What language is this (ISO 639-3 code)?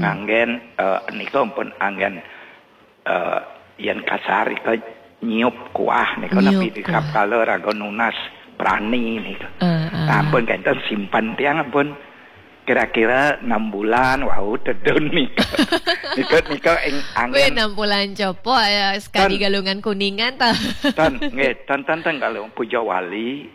ban